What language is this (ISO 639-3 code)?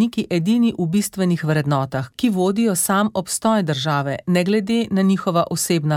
slv